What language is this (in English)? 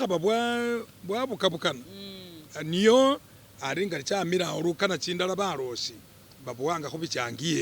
Masaaba